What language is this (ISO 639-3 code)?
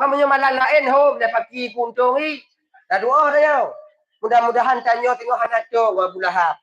ace